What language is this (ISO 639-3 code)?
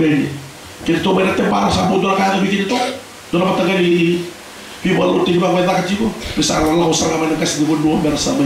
fij